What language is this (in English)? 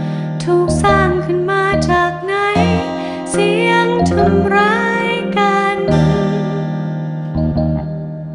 Thai